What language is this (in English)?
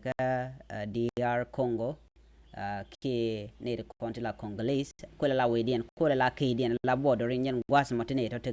Nuer